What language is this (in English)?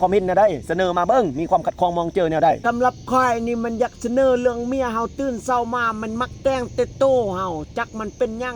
Lao